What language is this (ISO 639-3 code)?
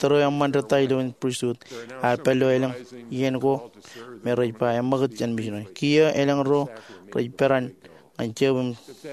mah